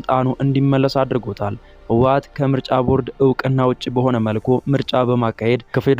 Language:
Amharic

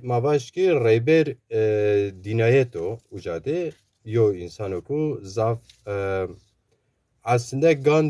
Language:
Zaza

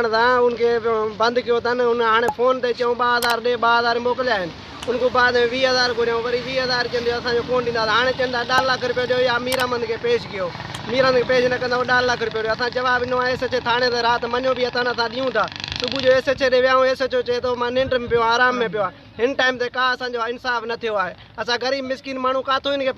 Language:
Sindhi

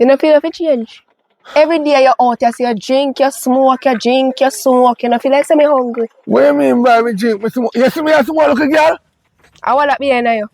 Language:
Jamaican Creole English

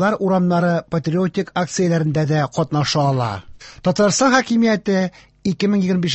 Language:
Tatar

